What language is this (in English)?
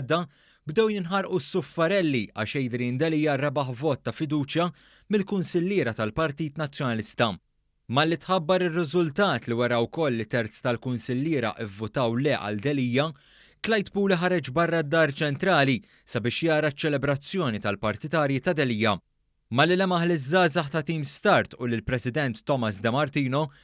Maltese